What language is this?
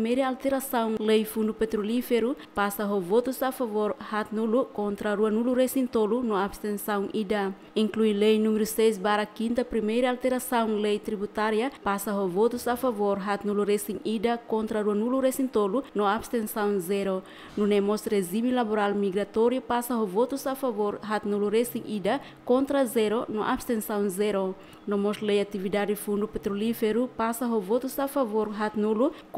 Tetum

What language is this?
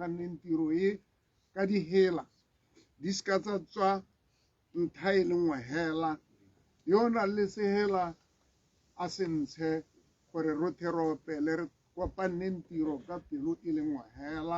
Tswana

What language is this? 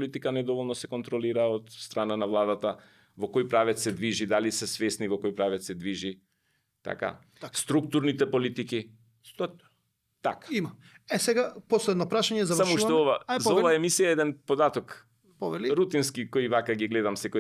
Macedonian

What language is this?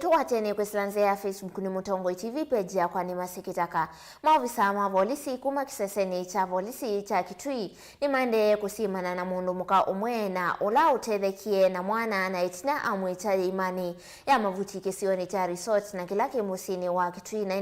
Kamba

